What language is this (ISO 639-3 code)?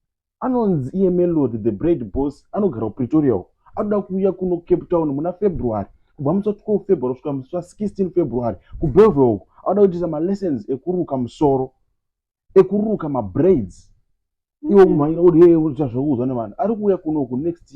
sna